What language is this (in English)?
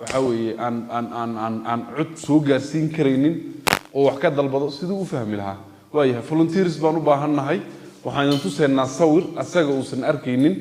Somali